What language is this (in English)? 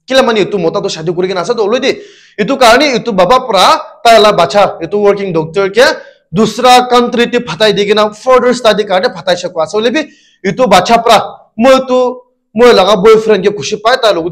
Naga Pidgin